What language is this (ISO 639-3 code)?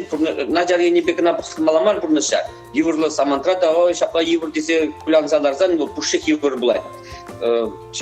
chv